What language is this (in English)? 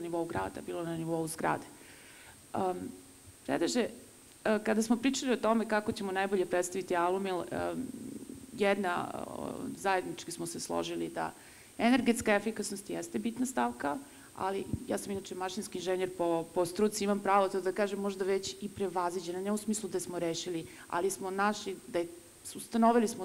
Serbian